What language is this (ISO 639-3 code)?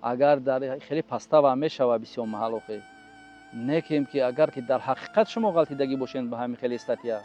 tgk